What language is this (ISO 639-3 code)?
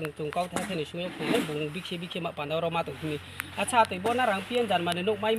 ria